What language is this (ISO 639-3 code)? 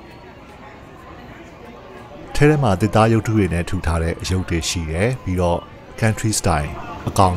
mya